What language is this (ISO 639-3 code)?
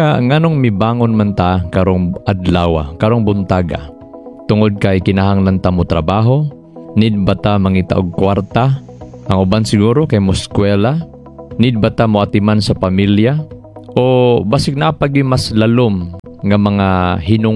ceb